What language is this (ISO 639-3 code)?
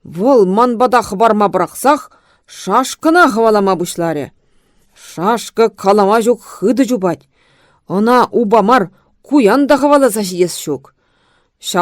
chv